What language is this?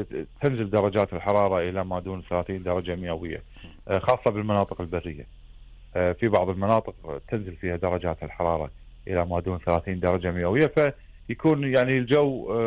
Gulf Arabic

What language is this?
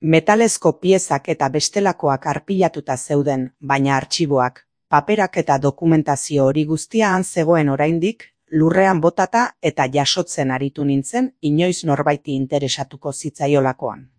Basque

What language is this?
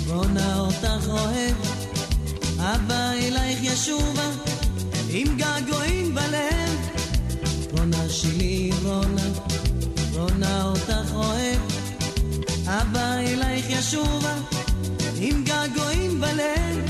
Hebrew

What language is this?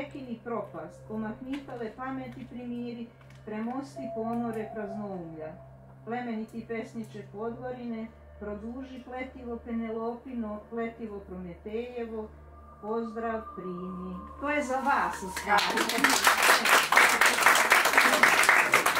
Serbian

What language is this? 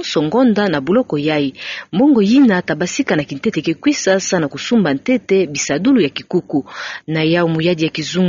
Kituba (Democratic Republic of Congo)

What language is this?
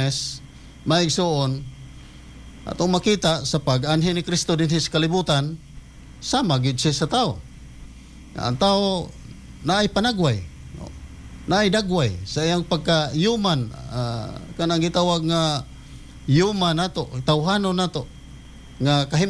Cebuano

